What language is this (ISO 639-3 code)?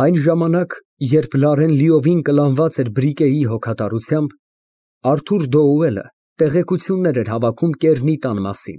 hye